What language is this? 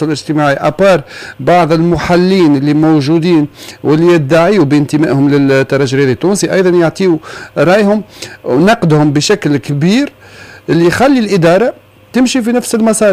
Tunisian Arabic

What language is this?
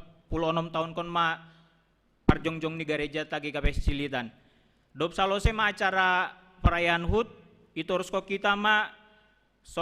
Batak Simalungun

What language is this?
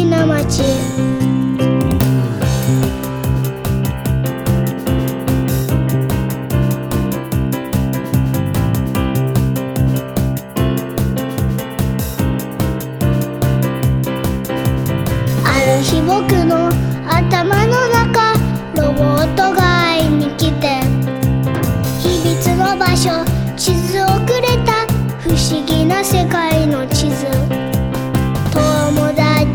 Japanese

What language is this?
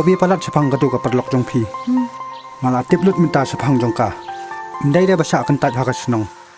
Khasi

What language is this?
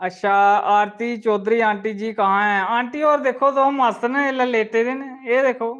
Dogri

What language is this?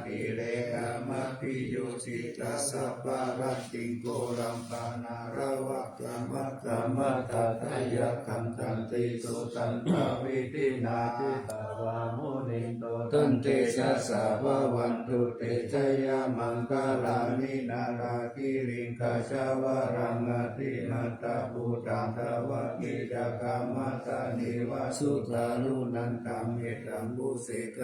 Pali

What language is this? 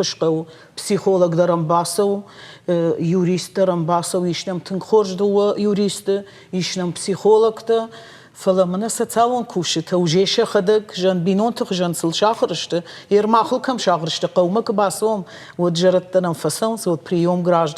Ossetic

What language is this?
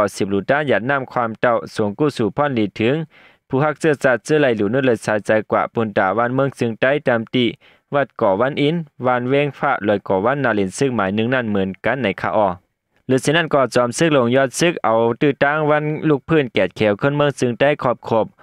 Shan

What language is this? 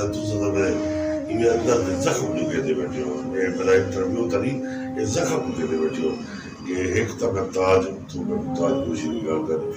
Saraiki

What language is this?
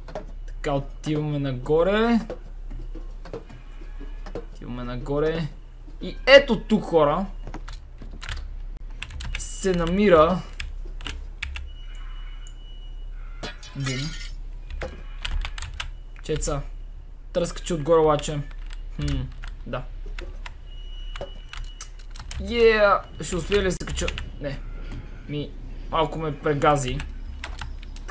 Bulgarian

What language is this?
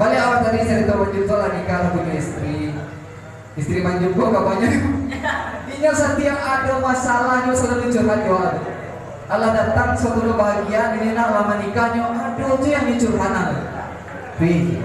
Minangkabau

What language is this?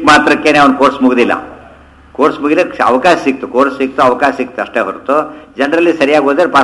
Kannada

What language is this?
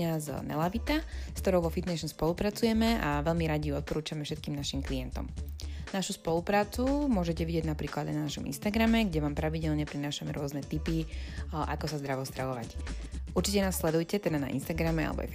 Slovak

